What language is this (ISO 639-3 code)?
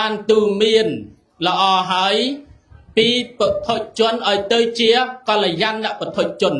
khm